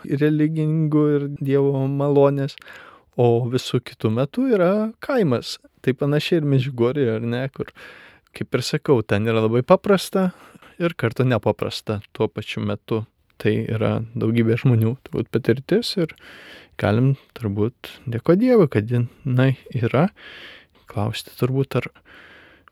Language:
Lithuanian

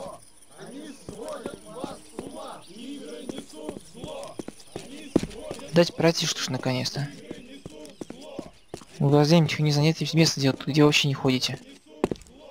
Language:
Russian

